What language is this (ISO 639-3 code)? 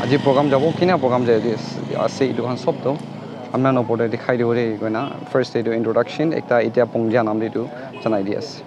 nag